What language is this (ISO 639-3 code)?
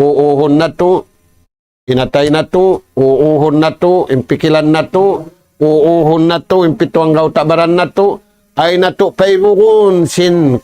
tsg